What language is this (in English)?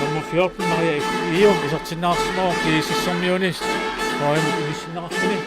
Kalaallisut